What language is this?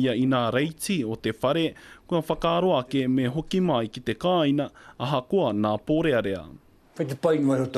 Māori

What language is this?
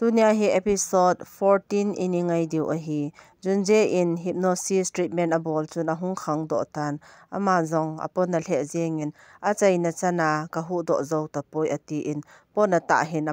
Thado Chin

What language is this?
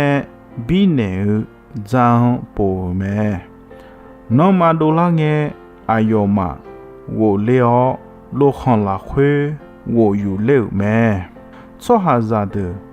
Akha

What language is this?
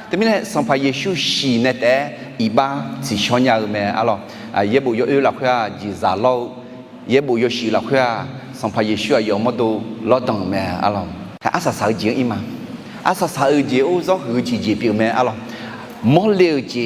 Akha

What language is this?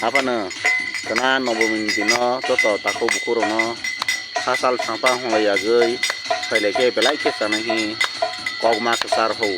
Kok Borok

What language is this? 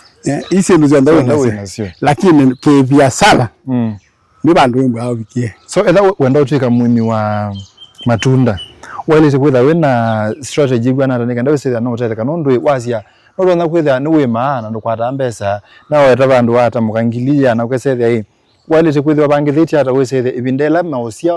Kamba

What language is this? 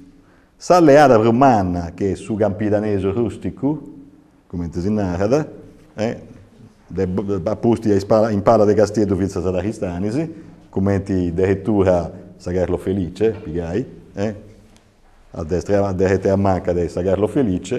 Sardinian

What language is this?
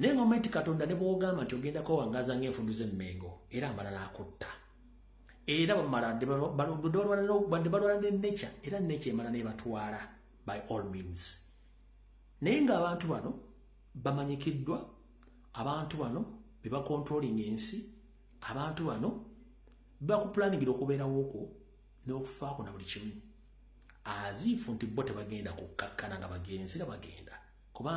Ganda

